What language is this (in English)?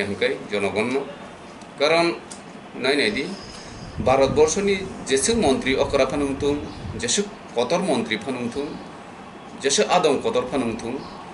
Kok Borok